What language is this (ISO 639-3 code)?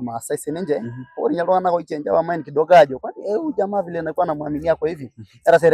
mas